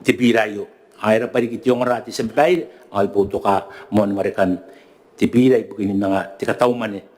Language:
Gilbertese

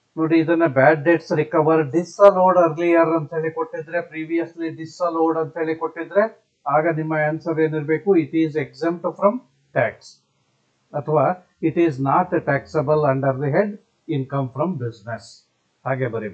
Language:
Kannada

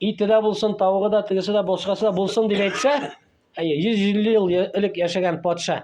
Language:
Tatar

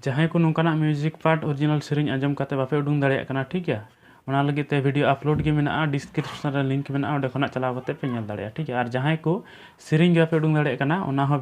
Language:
Santali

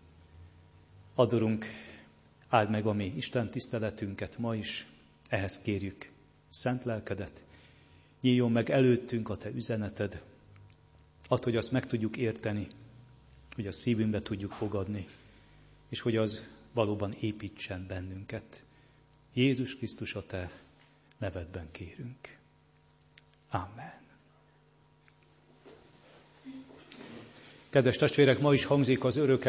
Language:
Hungarian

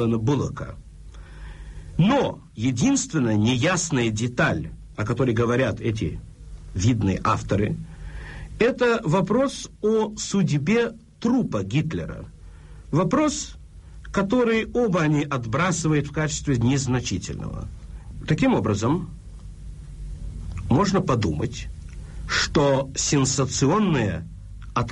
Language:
Russian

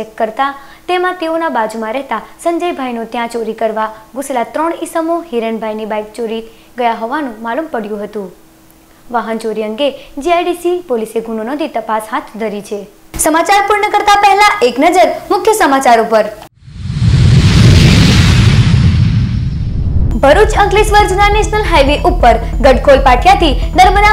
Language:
Gujarati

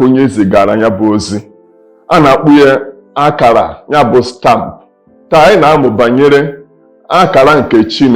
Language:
Igbo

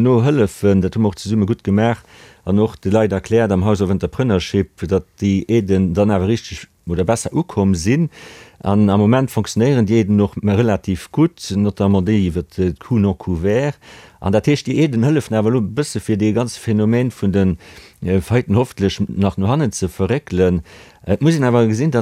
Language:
Luxembourgish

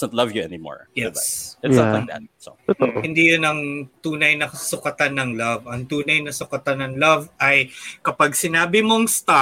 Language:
Filipino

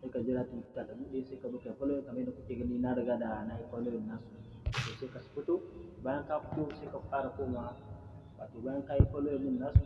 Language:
Hausa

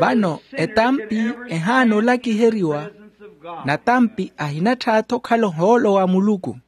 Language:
Makhuwa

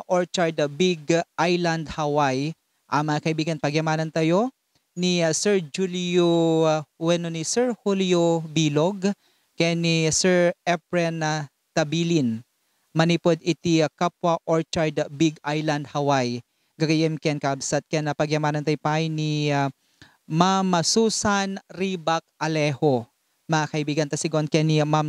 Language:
Iloko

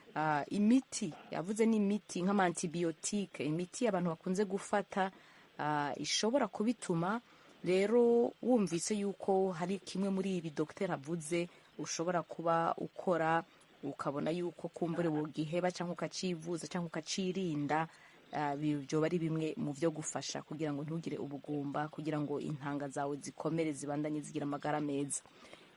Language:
Rundi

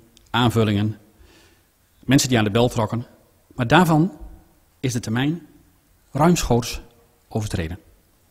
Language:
Dutch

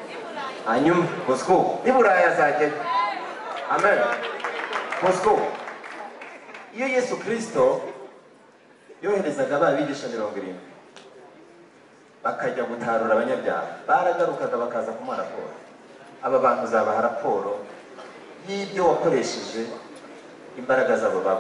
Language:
Kinyarwanda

